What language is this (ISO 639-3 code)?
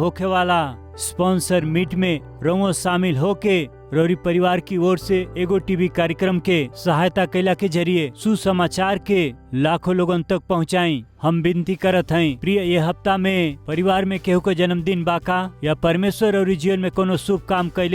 bho